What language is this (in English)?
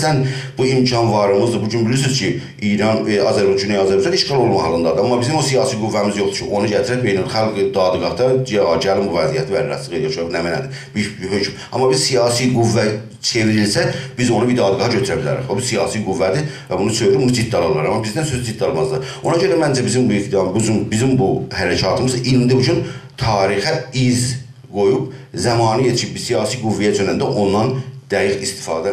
South Azerbaijani